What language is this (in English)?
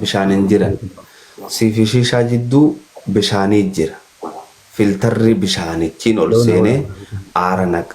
Oromo